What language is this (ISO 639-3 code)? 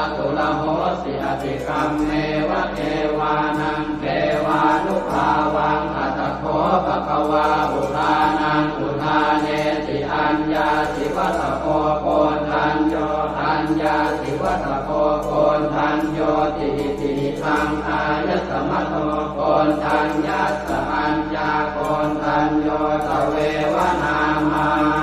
pli